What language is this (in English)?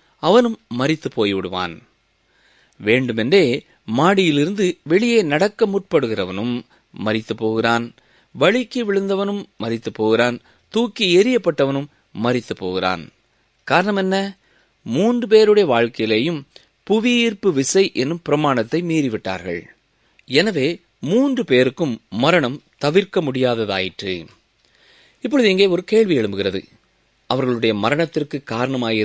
Tamil